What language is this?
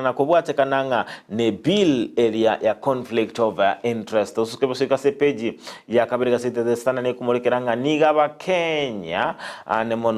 Gusii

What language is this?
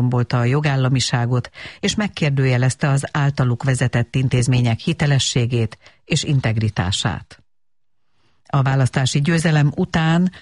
Hungarian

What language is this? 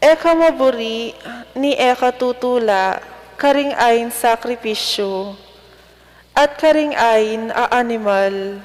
Pampanga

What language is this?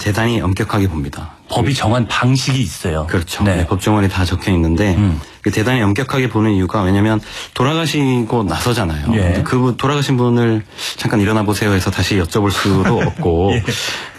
Korean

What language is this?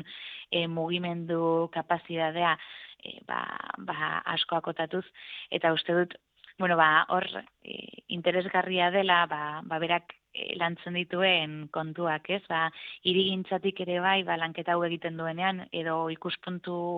Basque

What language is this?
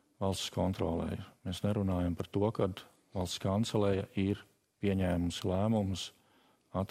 Latvian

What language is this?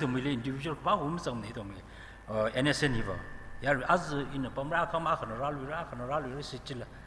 Tangkhul Naga (India)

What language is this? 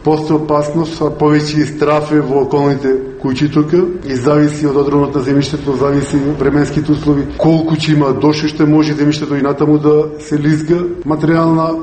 Macedonian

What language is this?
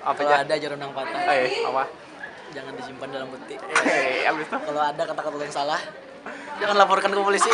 Banjar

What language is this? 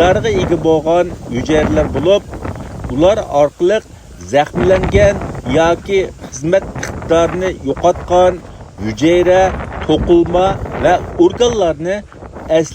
Uyghur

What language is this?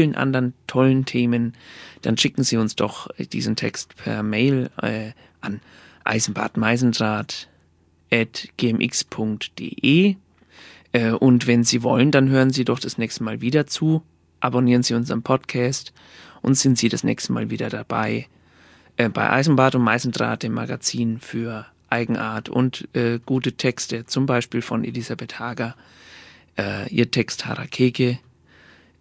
German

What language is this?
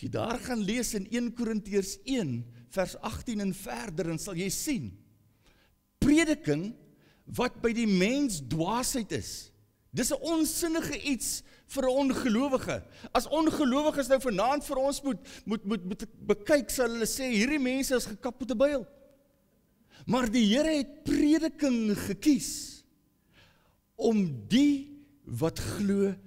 Afrikaans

